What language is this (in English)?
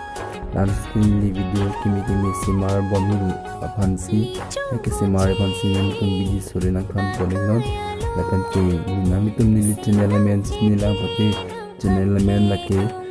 Karbi